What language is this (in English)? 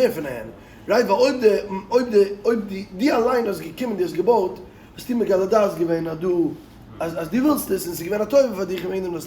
Yiddish